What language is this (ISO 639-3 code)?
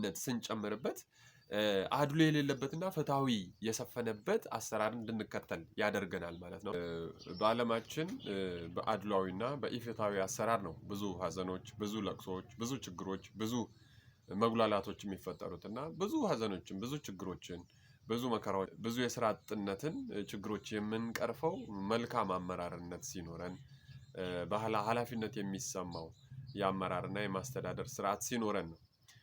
amh